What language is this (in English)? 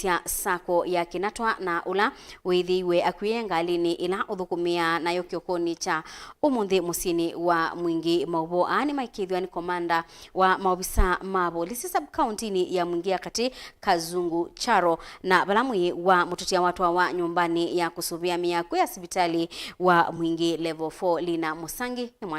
Kamba